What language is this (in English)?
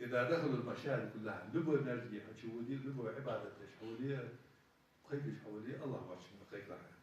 Ingush